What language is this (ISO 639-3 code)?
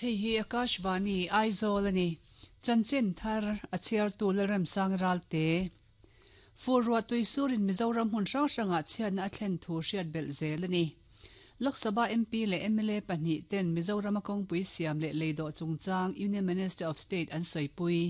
lus